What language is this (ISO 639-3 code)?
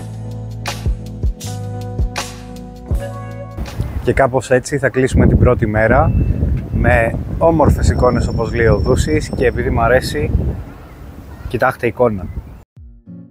ell